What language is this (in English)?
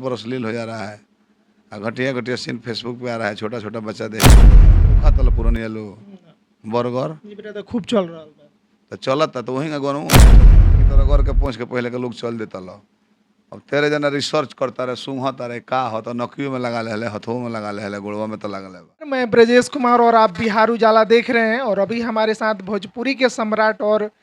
Bhojpuri